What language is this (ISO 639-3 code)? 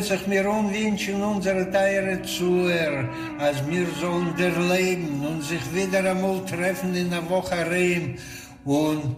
yid